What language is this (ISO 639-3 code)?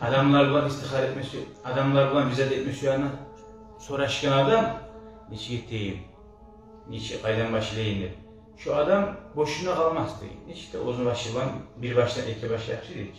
kum